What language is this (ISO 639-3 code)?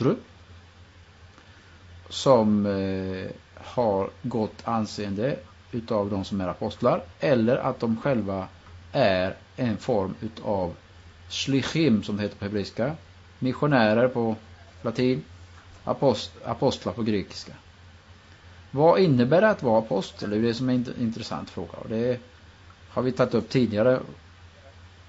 swe